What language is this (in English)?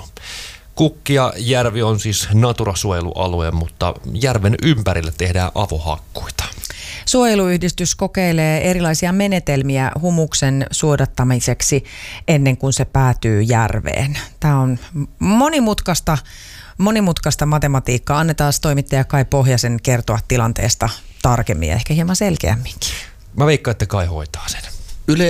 Finnish